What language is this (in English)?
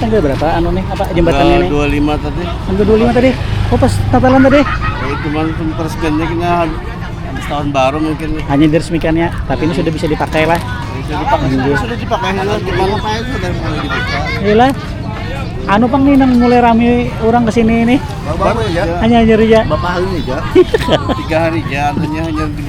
Banjar